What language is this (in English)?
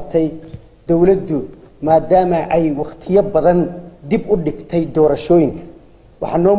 Somali